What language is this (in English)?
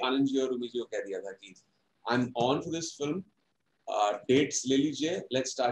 Hindi